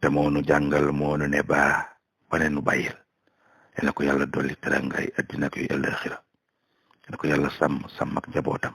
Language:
Wolof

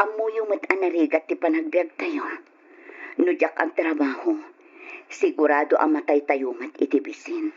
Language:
Iloko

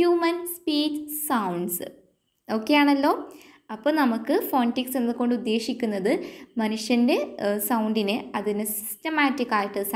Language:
Malayalam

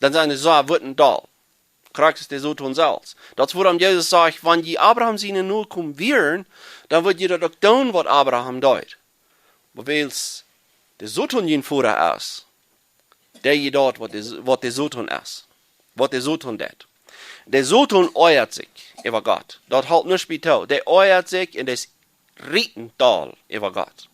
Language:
Plautdietsch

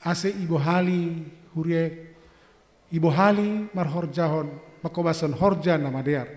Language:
Batak Simalungun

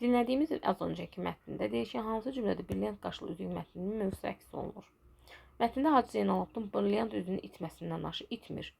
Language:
Azerbaijani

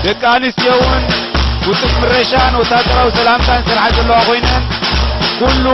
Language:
Tigrinya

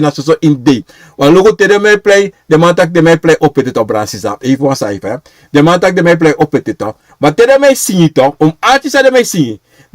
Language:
Sranan Tongo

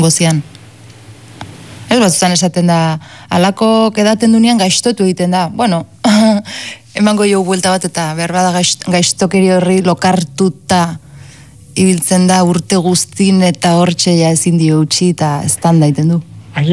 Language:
Basque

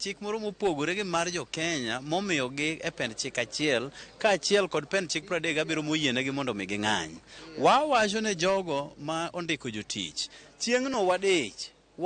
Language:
Luo (Kenya and Tanzania)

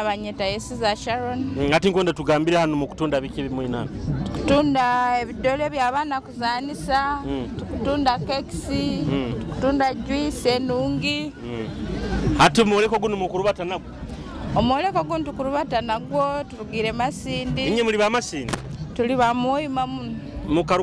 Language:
Nyoro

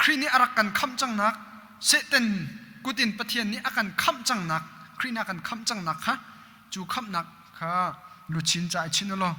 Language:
Hakha Chin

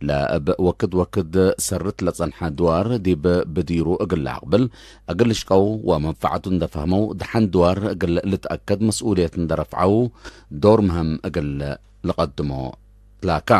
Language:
Tigre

